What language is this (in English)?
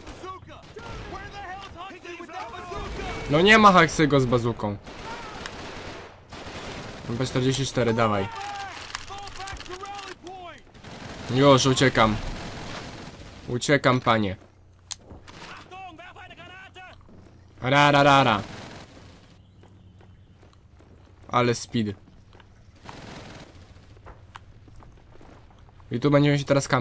Polish